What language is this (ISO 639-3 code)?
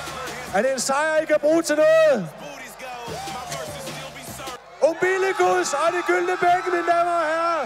dan